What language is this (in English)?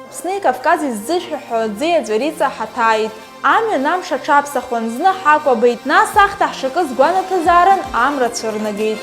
Abkhazian